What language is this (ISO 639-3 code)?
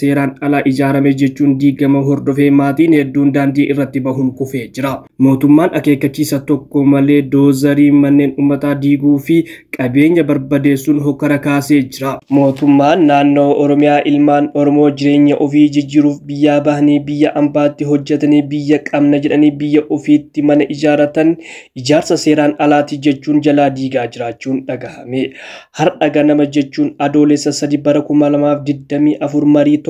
orm